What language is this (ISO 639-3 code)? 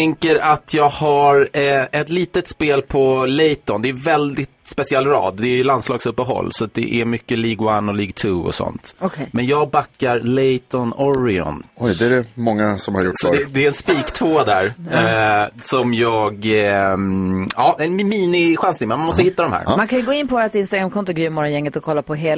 swe